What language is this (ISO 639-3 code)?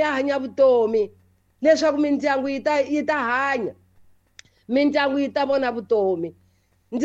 tso